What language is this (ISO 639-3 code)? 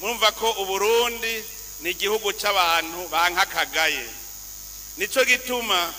run